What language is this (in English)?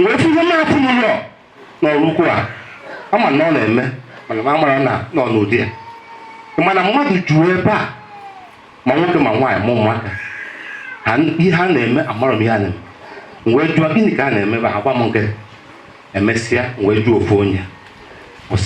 Igbo